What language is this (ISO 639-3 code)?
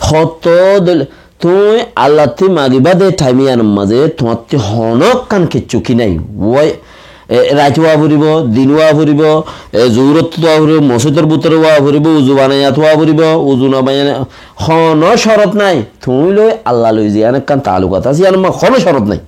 rhg